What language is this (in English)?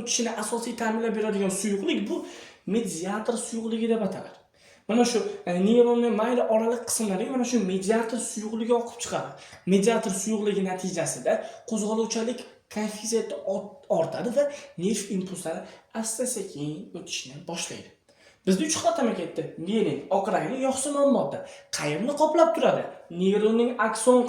Uzbek